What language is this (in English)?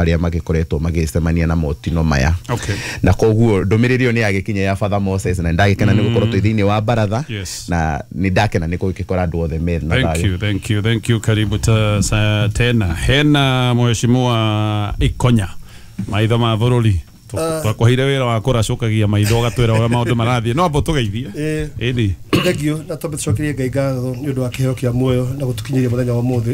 Kikuyu